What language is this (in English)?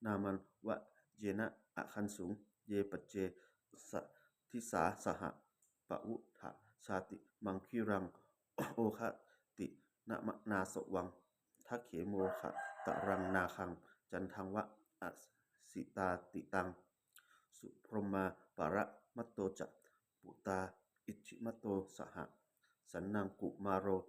Pali